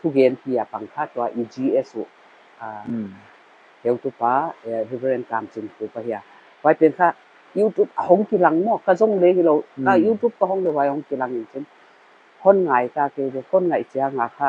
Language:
Paite Chin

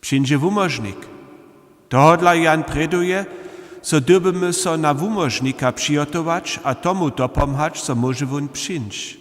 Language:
Upper Sorbian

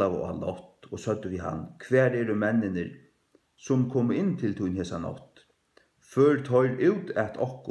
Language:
Faroese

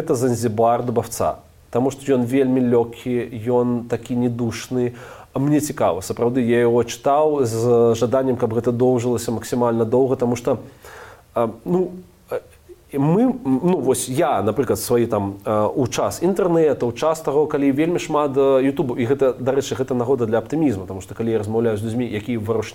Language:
Belarusian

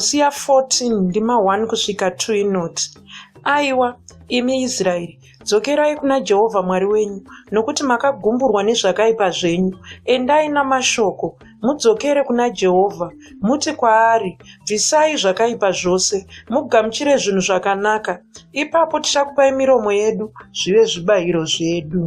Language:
Shona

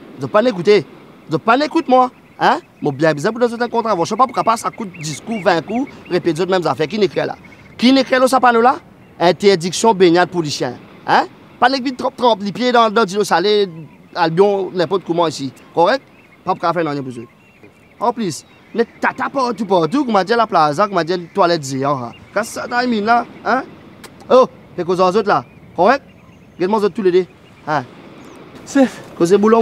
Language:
Morisyen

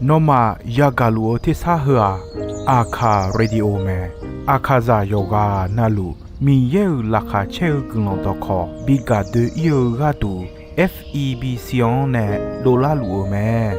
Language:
Akha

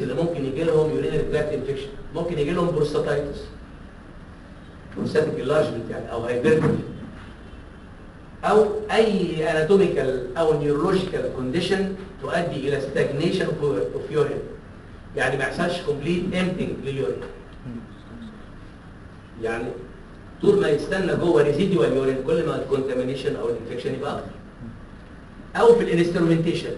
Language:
Egyptian Arabic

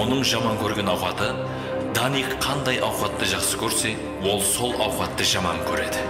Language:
Kara-Kalpak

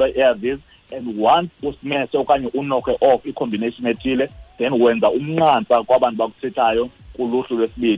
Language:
Xhosa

